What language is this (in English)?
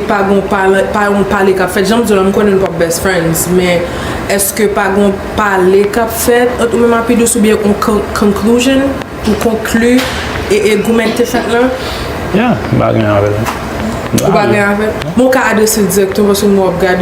Haitian Creole